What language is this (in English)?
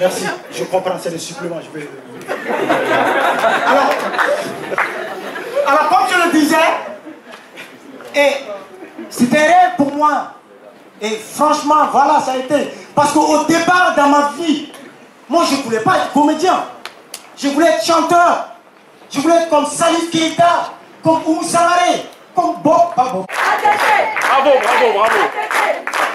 French